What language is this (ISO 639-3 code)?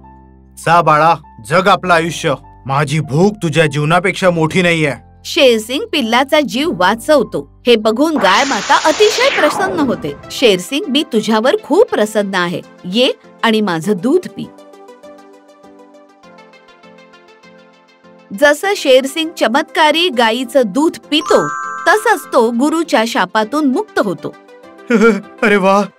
mar